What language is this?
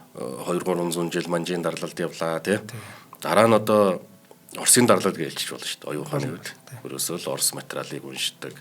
Mongolian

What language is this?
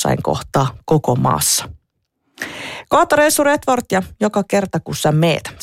Finnish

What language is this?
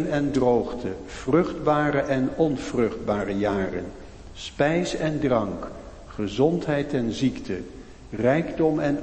Dutch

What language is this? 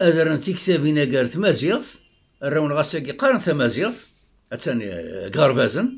Kabyle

